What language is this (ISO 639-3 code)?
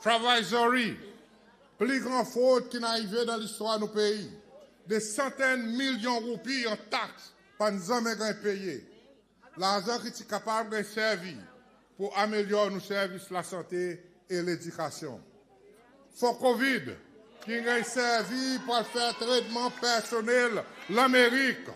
crs